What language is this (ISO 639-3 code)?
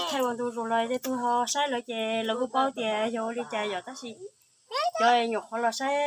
hmn